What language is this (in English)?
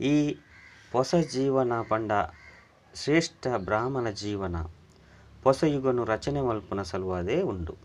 Tulu